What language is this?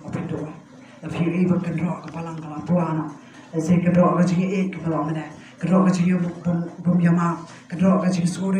Khasi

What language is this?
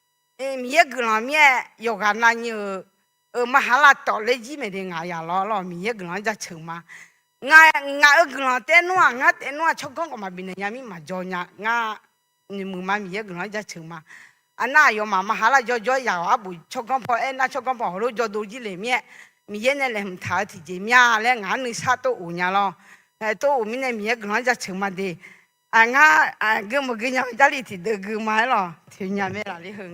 Akha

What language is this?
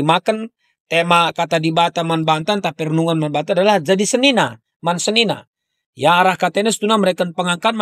Batak Karo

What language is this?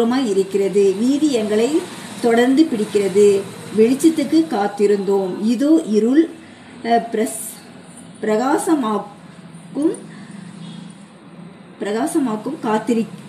Tamil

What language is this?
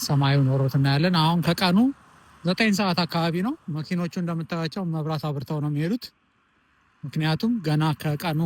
Amharic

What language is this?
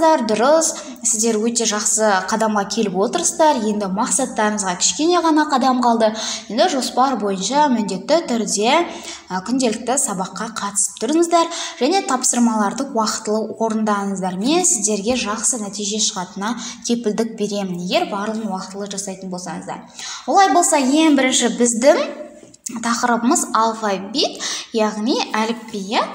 Kazakh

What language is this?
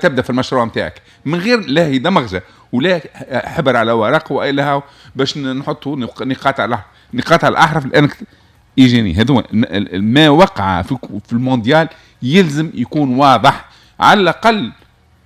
Tunisian Arabic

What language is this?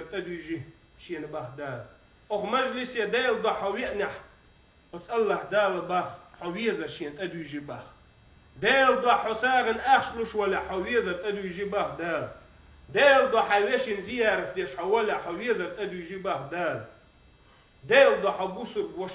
Chechen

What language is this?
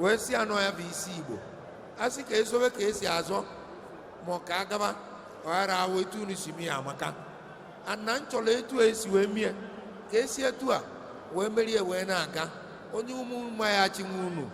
Igbo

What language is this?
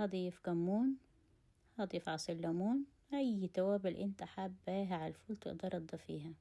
Egyptian Arabic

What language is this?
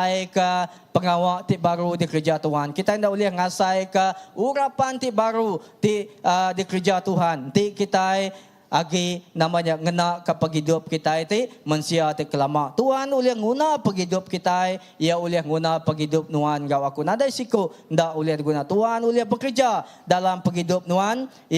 Iban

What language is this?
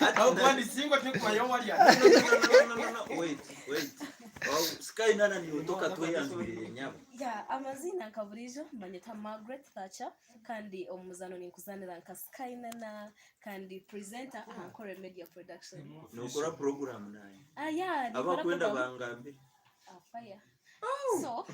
Nyankole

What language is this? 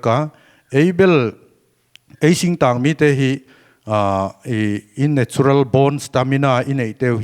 Paite Chin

